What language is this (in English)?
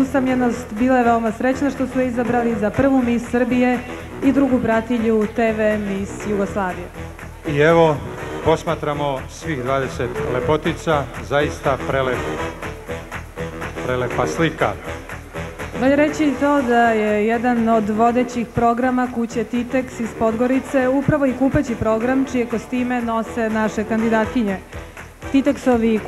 Serbian